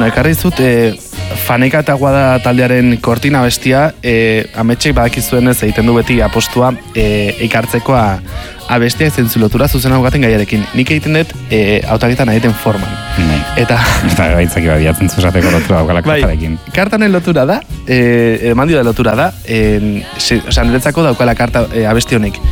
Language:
Basque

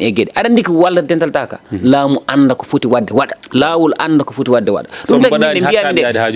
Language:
Fula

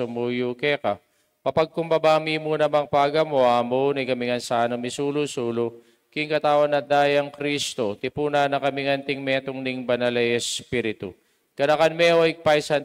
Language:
Pampanga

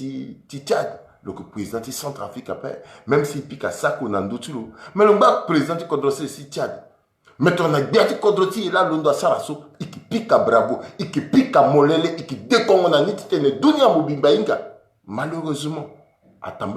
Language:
Sango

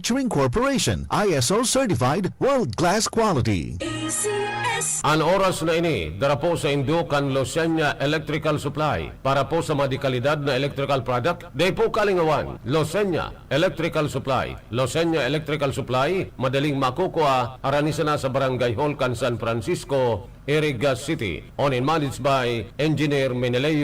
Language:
Bikol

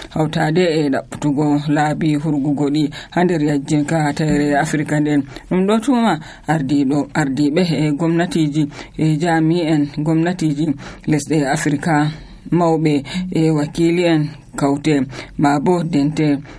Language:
Nigerian Fulfulde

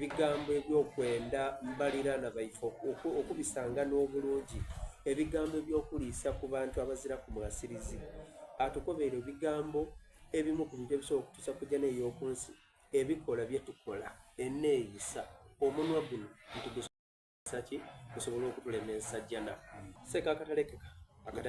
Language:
Soga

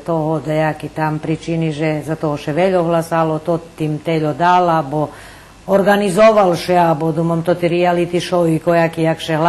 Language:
Rusyn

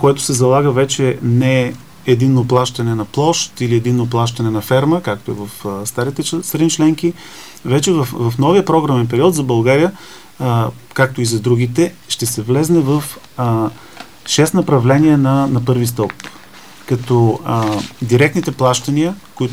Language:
Bulgarian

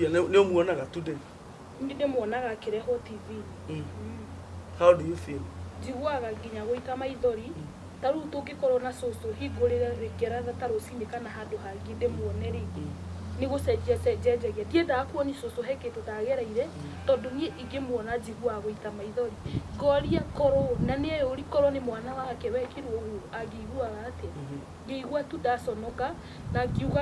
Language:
Kikuyu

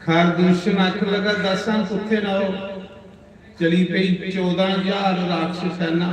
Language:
Dogri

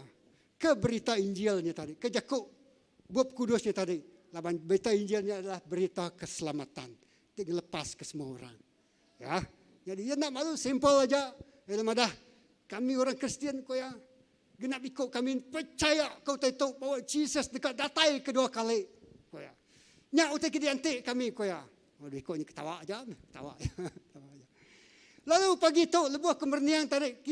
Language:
Iban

